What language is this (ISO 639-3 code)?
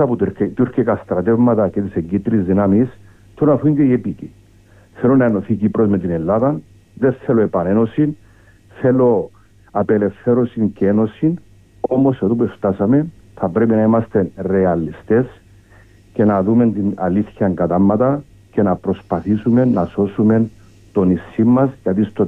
ell